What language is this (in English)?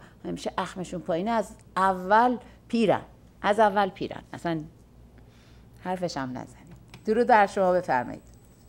Persian